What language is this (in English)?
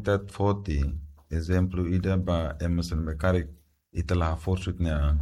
Tetum